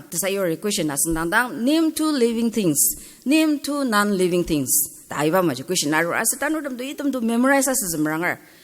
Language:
Ao Naga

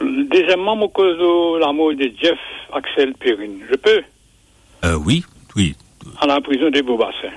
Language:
Morisyen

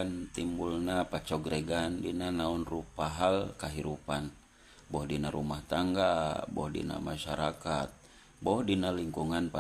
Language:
Sundanese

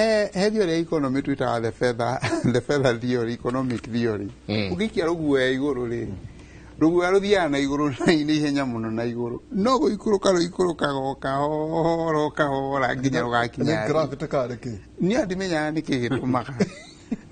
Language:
Kikuyu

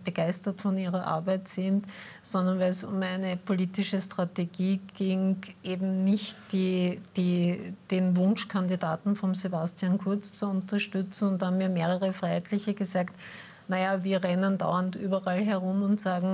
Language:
German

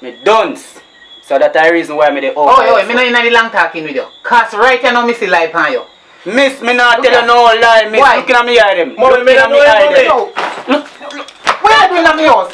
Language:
Jamaican Creole English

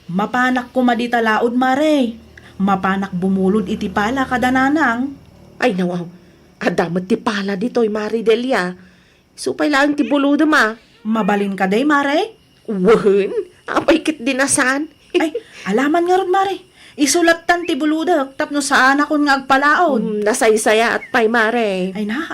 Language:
Iloko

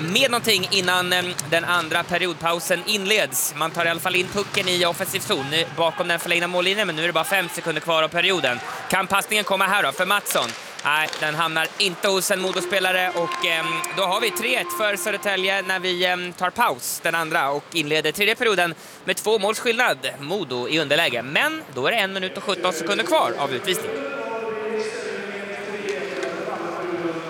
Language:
Swedish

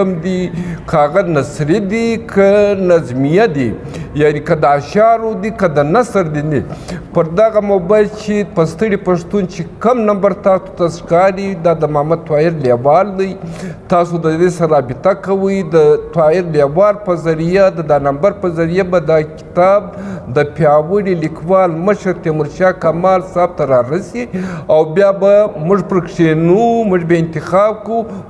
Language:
Pashto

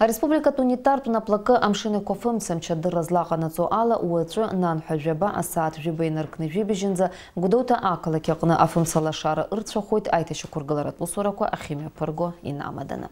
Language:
Abkhazian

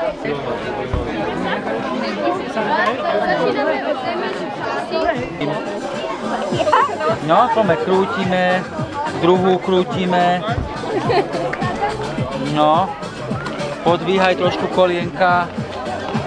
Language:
Slovak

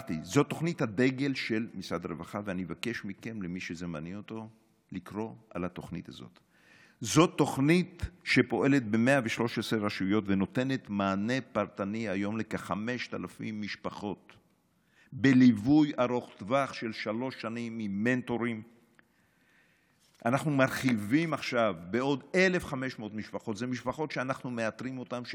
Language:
Hebrew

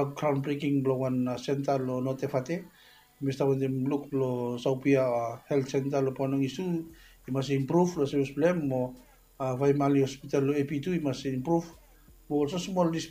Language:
Bislama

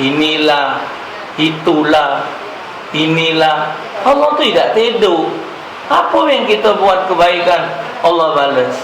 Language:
Musi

